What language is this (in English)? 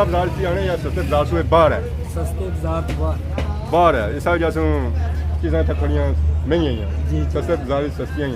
Pahari-Potwari